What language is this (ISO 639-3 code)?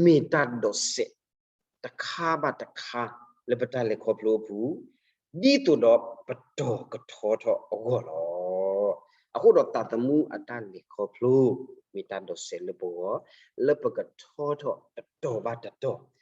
ksw